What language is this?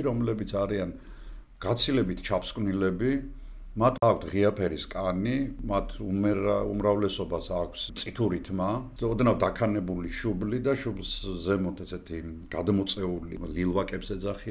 Georgian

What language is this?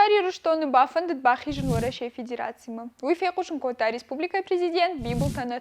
Ossetic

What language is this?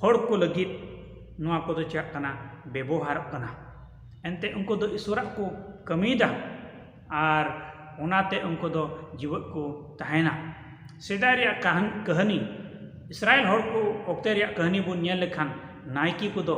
Santali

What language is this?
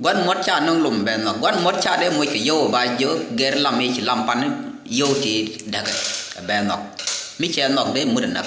Nuer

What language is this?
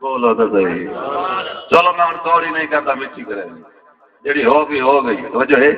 Saraiki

